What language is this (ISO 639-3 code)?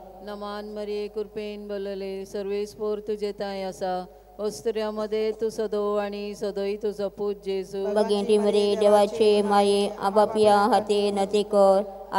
kok